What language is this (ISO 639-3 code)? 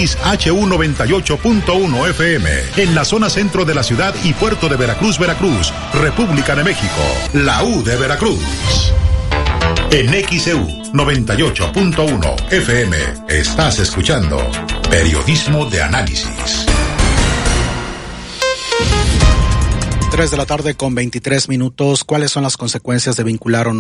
spa